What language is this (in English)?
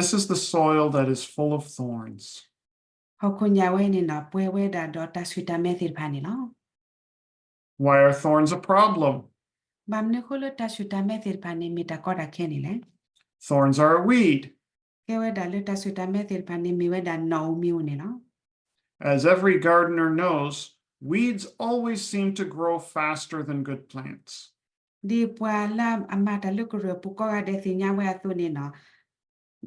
S'gaw Karen